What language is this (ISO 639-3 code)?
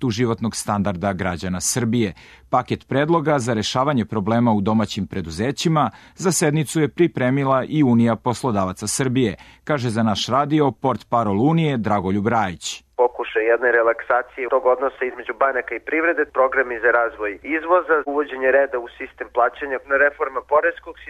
srp